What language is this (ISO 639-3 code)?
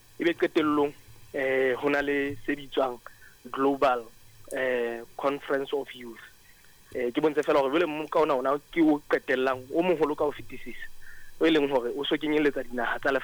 sot